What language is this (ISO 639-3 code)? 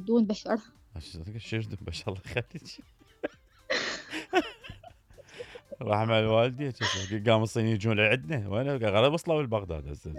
acm